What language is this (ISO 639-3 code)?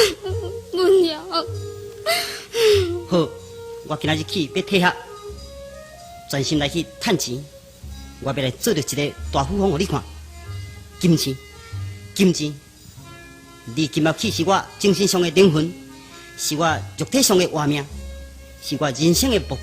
nan